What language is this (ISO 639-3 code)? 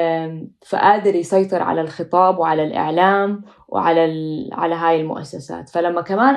apc